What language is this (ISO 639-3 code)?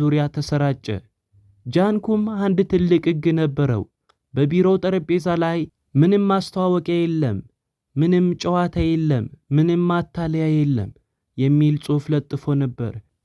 amh